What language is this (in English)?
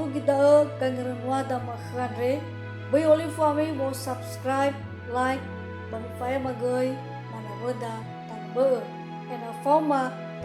Nias